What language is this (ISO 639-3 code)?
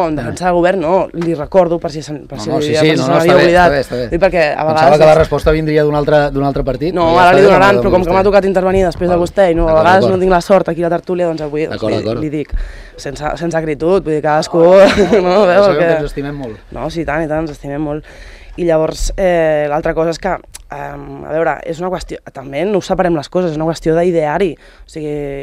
cat